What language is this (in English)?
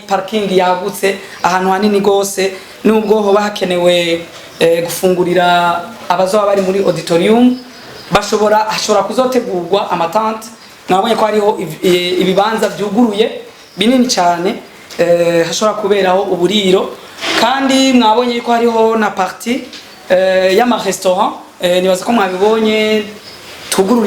Rundi